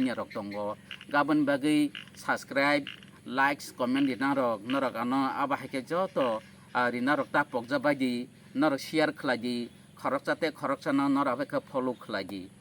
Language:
Kok Borok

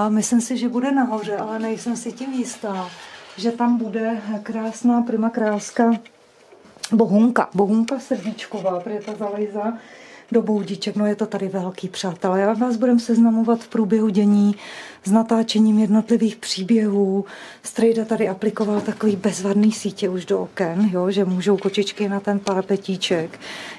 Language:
Czech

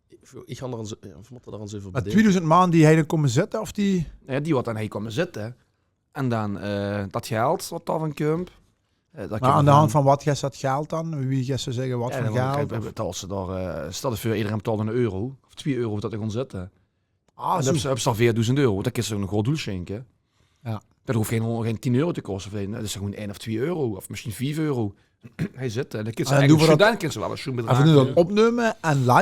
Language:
Limburgish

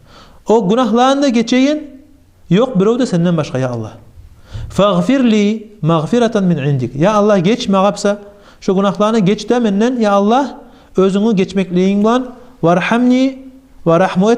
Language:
Kumyk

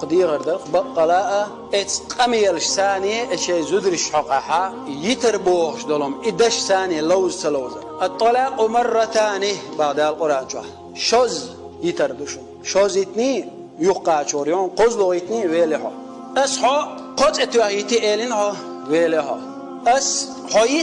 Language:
Chechen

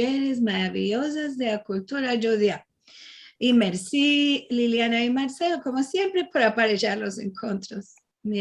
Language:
Ladino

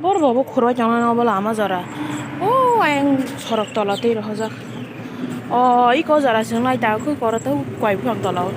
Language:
Kok Borok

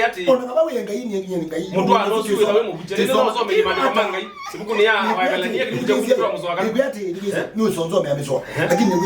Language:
Kamba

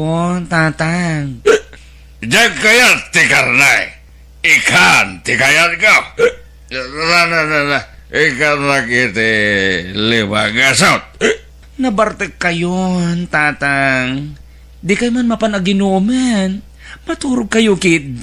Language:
Iloko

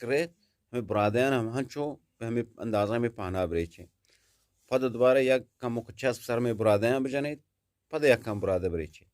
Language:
Eastern Balochi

